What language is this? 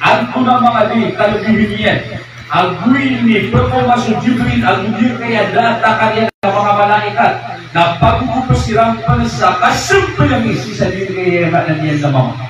Maranao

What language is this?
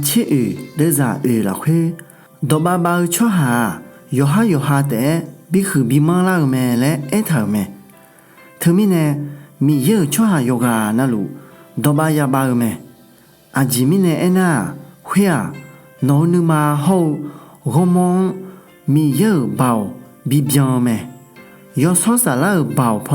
Akha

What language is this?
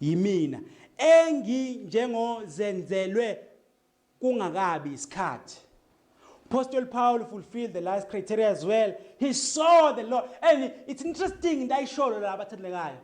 Zulu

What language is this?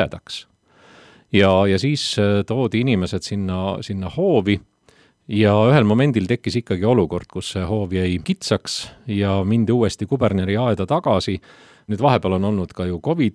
Estonian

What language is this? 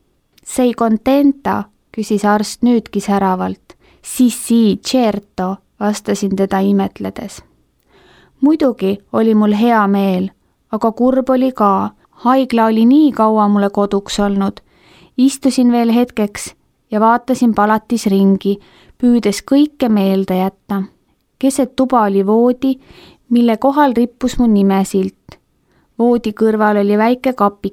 Estonian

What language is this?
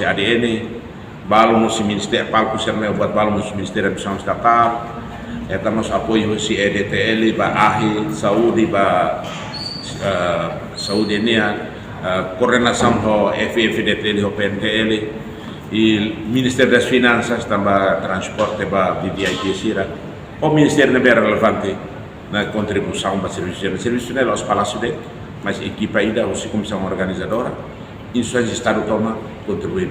Tetum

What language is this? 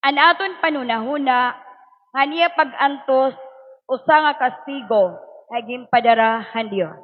Waray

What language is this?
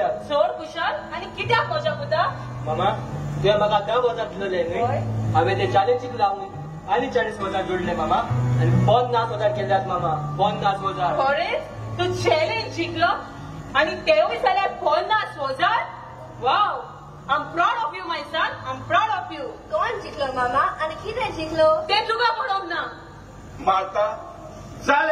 Konkani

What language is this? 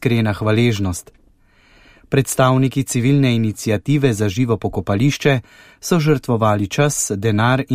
Slovenian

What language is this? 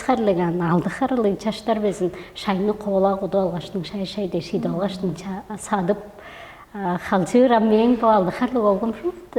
Tuvinian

